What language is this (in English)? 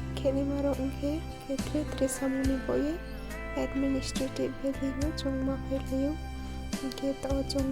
Riang (India)